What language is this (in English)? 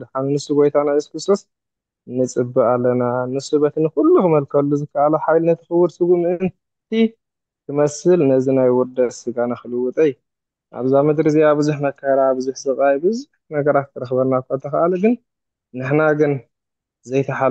Tigrinya